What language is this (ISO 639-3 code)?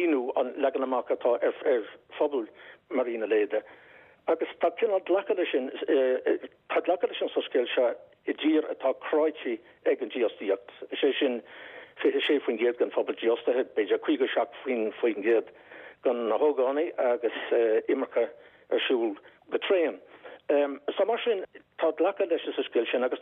gle